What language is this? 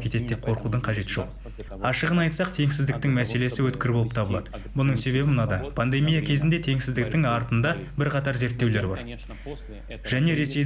Kazakh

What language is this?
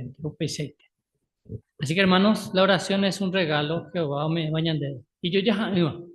Guarani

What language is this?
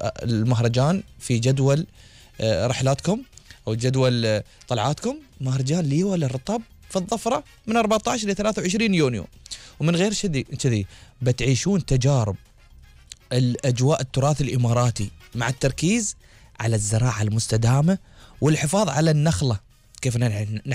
Gulf Arabic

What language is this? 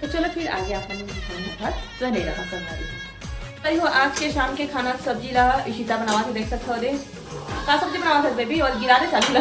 Chhattisgarhi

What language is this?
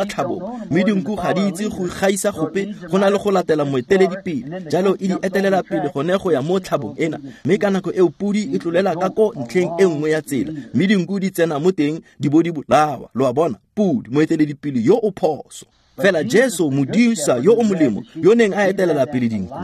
Tswana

